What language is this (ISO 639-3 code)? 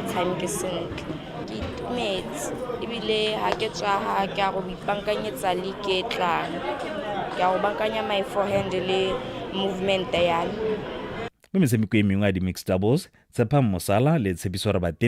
tsn